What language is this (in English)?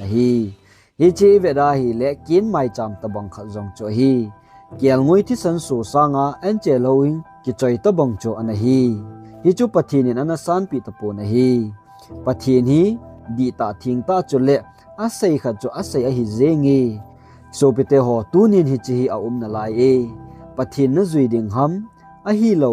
Thado Chin